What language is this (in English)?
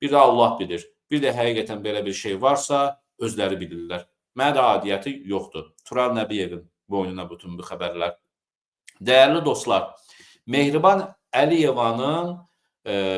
Azerbaijani